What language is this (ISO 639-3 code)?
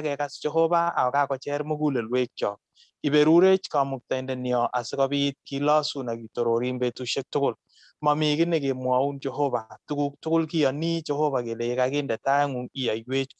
kln